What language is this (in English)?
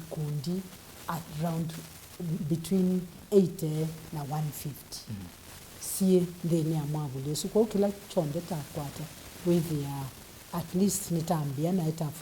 Kamba